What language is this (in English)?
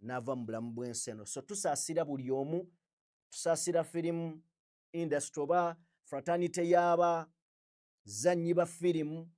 Ganda